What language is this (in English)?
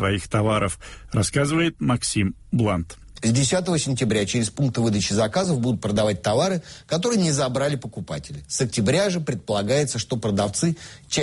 Russian